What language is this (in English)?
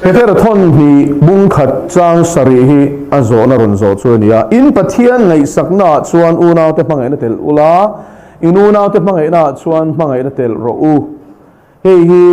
Mizo